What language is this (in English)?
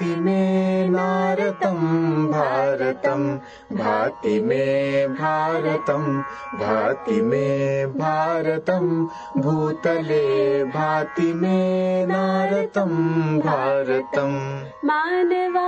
Sanskrit